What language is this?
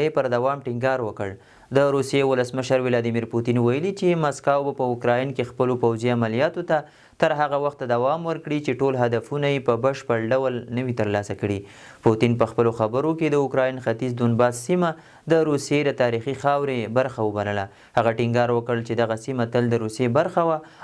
Pashto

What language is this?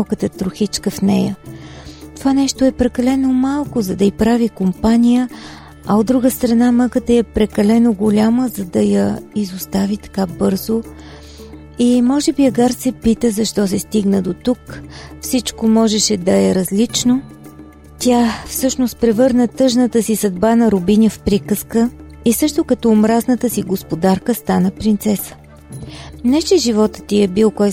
Bulgarian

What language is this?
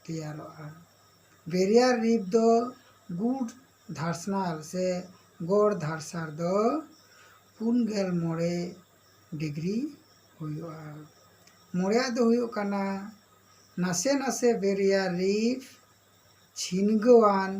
Santali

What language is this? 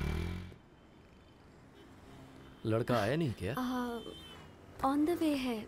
Hindi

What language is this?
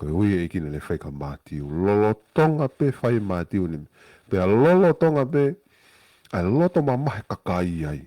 Tongan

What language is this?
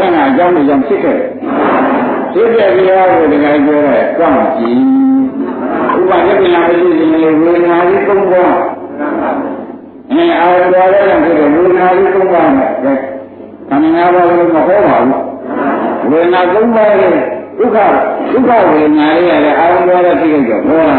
Burmese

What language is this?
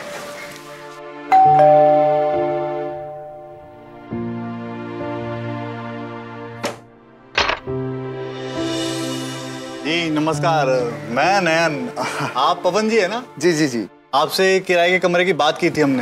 Hindi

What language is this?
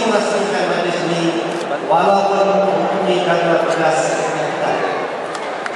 Malay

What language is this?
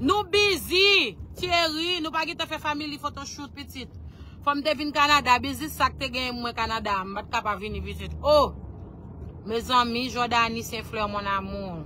Haitian Creole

